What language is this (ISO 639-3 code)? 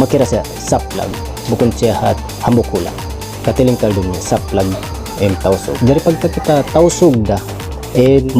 tsg